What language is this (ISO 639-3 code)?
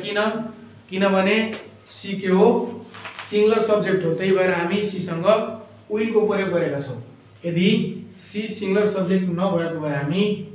nep